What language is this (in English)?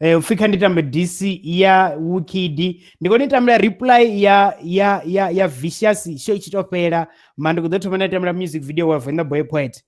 Venda